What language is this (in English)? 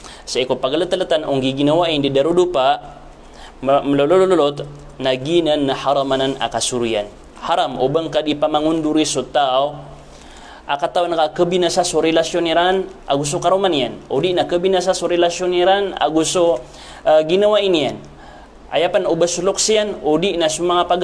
Maranao